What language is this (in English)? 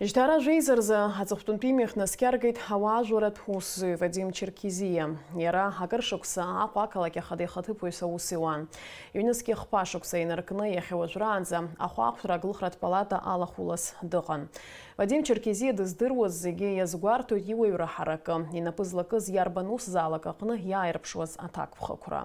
Abkhazian